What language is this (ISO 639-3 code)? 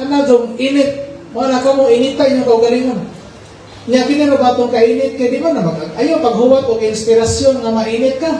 ceb